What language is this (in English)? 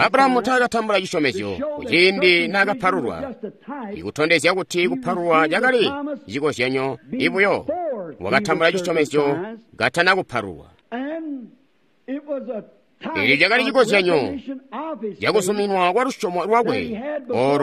Tonga (Zambia)